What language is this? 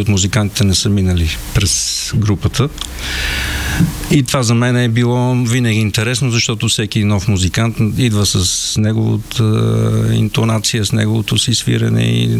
Bulgarian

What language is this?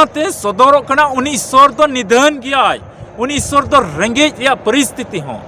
Santali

